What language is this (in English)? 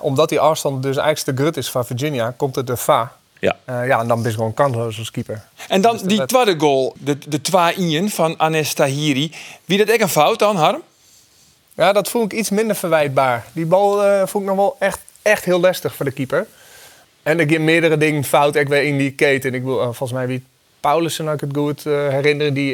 Western Frisian